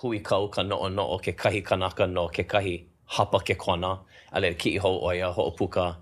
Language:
Hawaiian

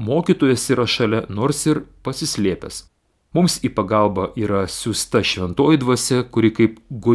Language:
Lithuanian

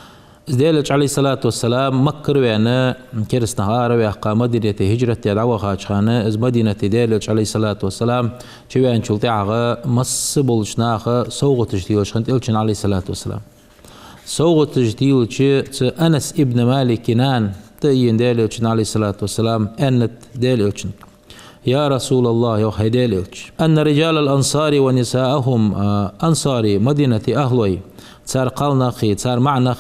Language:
Ingush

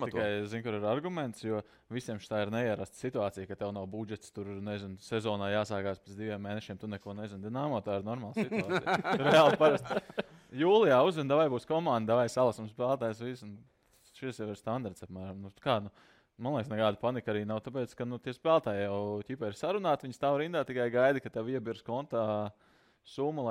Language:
Latvian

